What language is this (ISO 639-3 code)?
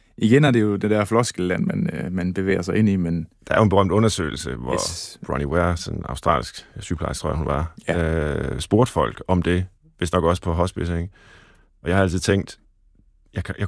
dan